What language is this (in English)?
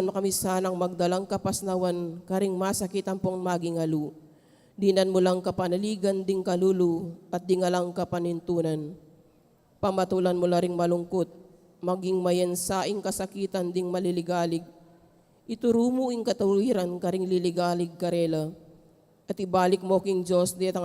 Pampanga